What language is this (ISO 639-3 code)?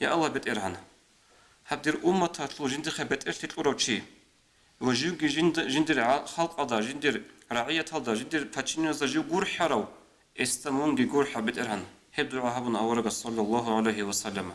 ava